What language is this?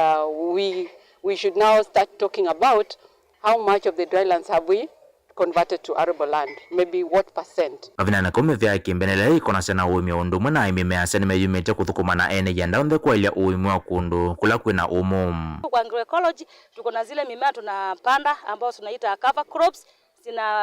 Kamba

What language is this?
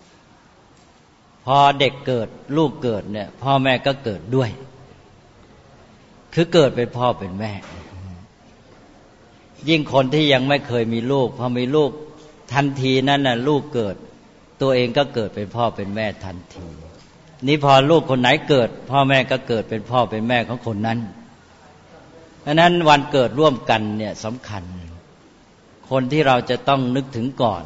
Thai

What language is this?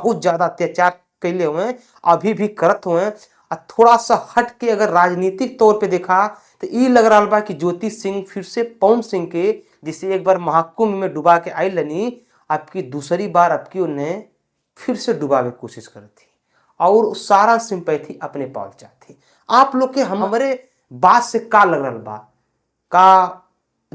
Bhojpuri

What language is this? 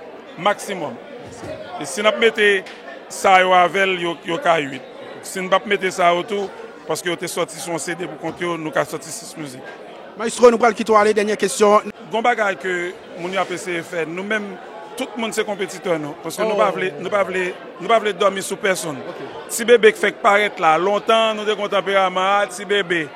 Haitian Creole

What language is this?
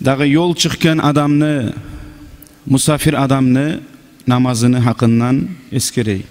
Kumyk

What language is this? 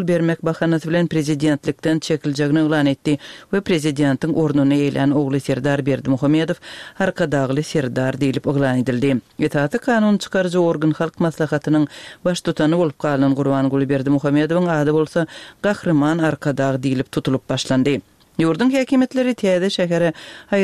Turkmen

